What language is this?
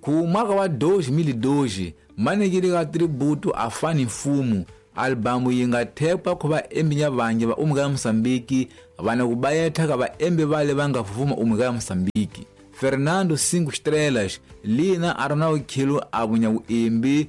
Tsonga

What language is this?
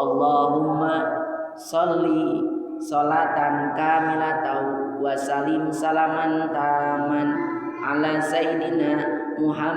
Sundanese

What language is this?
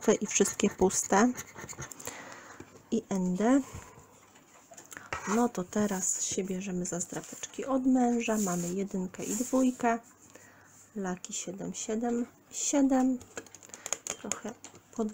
Polish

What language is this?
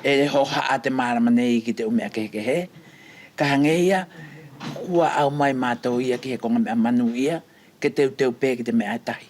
Wallisian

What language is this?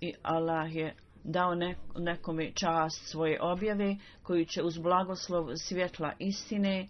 Bosnian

